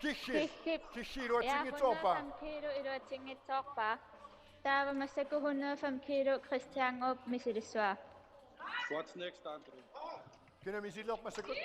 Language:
Kalaallisut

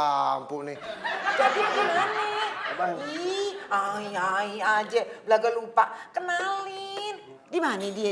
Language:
Betawi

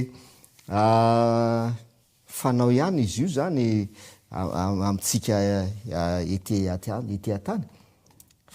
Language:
Malagasy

